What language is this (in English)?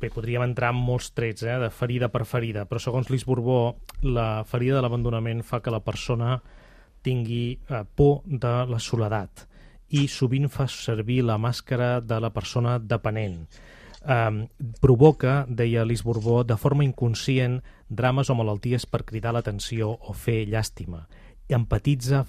Catalan